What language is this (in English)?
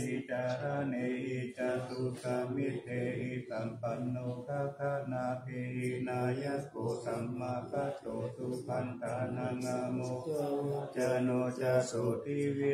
Pali